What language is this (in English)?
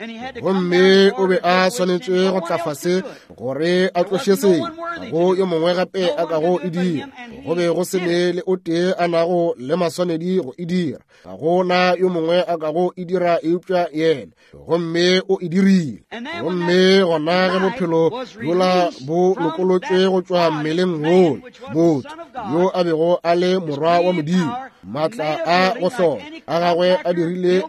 Northern Sotho